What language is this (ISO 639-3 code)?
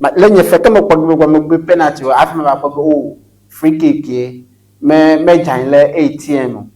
ewe